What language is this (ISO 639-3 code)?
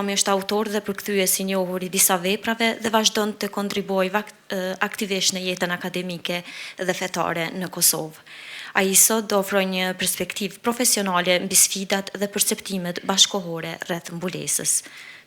sqi